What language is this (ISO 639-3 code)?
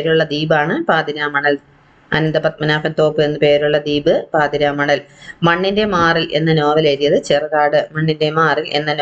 mal